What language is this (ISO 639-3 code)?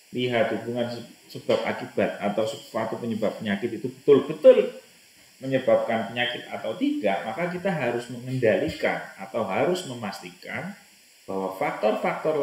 ind